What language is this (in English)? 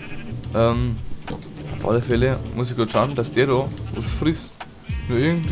Bavarian